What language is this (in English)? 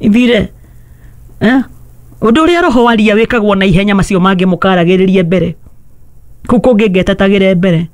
Kikuyu